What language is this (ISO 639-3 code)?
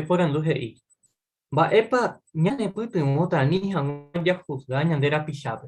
grn